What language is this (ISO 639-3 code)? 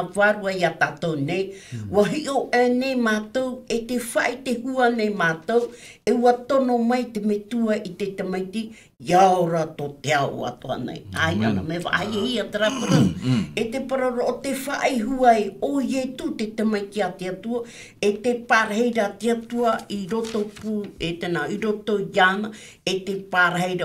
tah